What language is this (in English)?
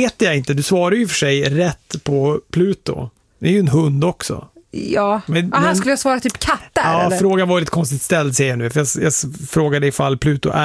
Swedish